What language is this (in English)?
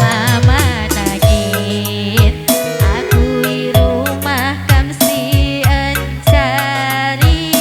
Batak Karo